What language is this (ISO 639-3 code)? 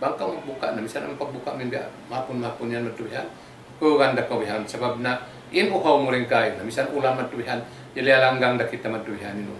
tsg